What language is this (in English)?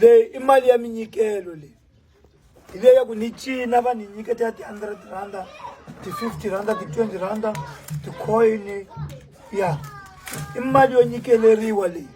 Tsonga